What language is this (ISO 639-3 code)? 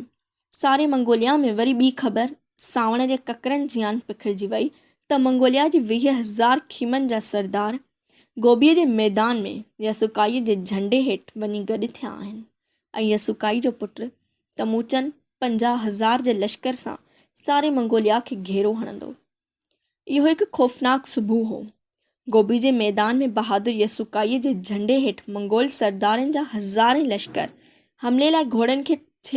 snd